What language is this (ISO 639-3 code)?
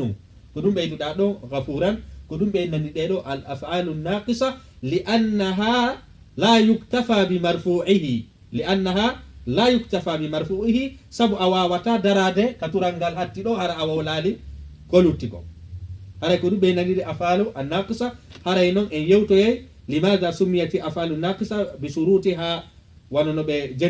ful